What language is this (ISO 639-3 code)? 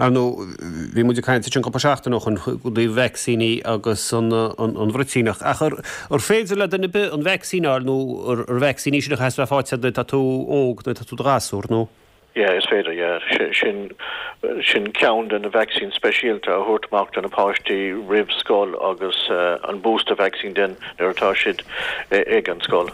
gle